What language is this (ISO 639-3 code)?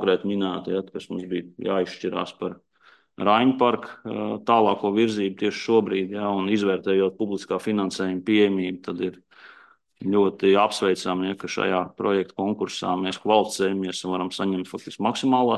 lav